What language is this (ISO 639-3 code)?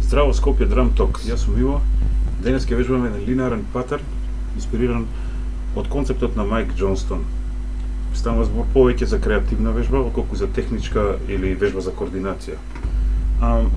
mkd